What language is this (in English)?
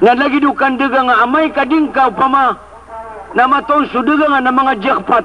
Maranao